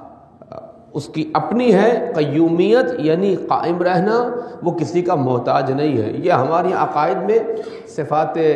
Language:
Urdu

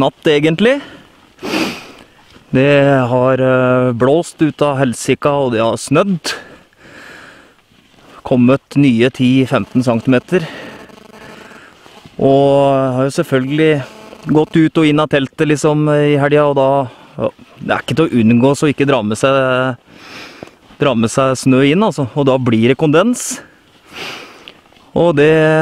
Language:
Norwegian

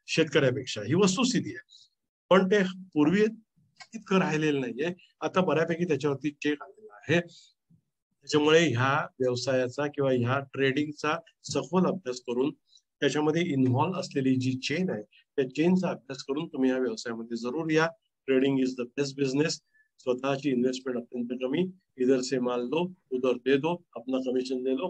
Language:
Marathi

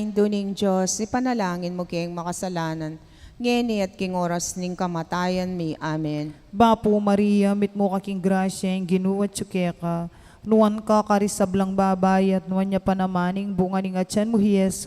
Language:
Pampanga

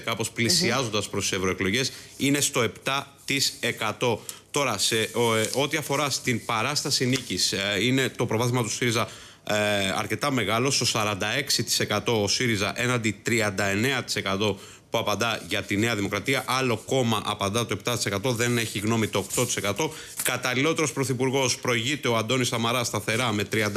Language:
Greek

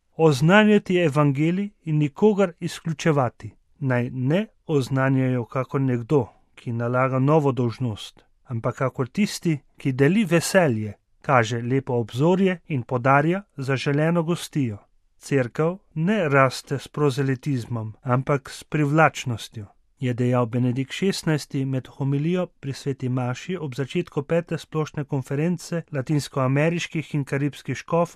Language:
Slovenian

